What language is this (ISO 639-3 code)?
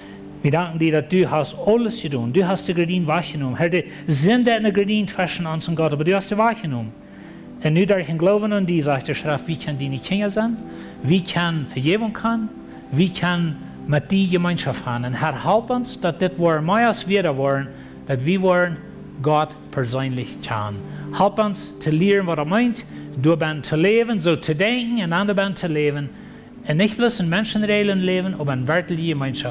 pdt